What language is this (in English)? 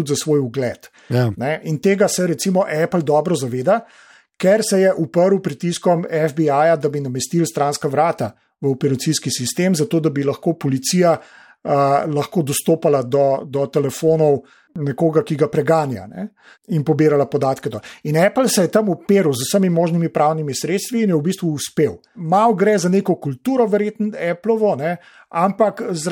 Slovenian